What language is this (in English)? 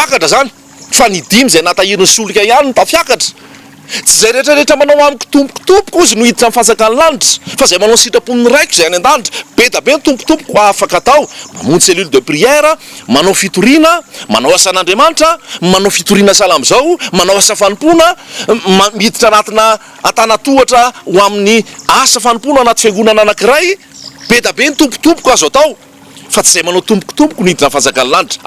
Malagasy